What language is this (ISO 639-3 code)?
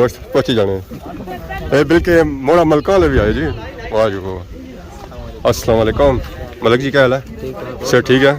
phr